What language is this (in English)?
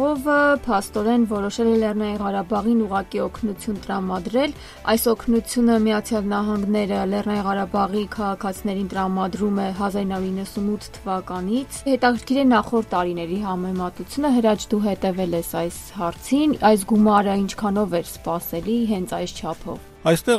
Armenian